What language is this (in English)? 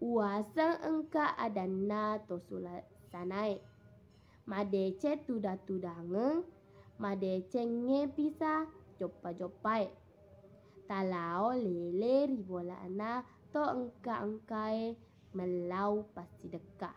Buginese